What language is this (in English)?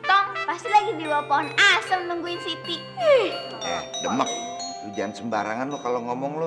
Betawi